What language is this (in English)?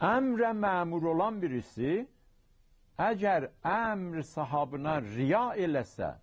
South Azerbaijani